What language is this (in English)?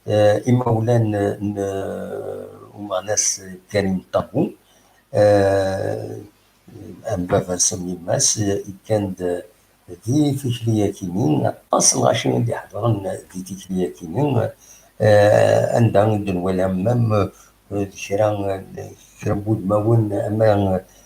Kabyle